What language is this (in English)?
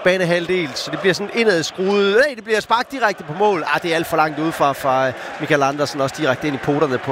Danish